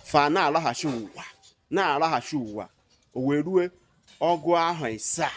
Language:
Igbo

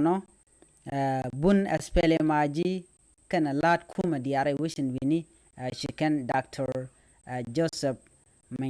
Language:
Nuer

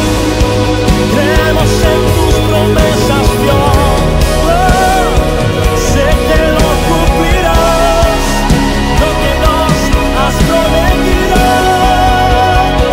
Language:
Spanish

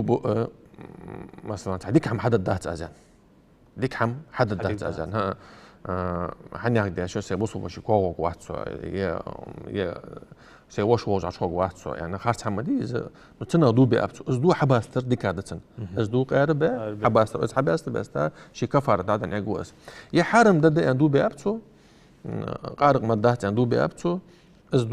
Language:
Ingush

